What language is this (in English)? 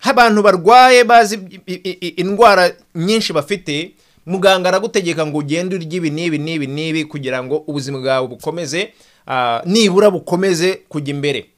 Kinyarwanda